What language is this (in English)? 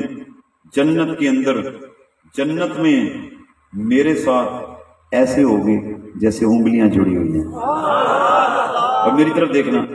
Urdu